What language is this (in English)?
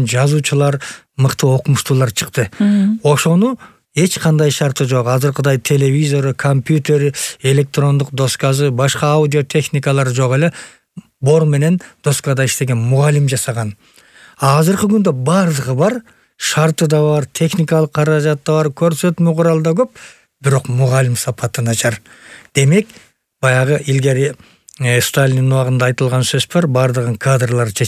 Kyrgyz